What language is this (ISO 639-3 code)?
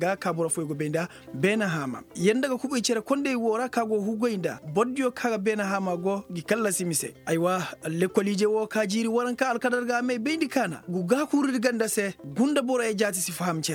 ses